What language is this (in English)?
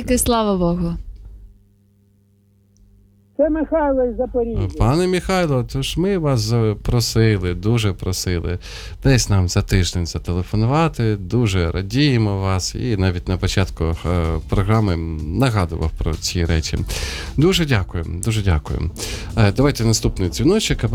Ukrainian